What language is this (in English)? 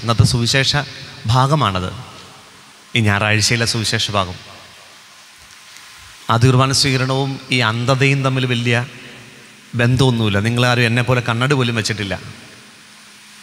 Malayalam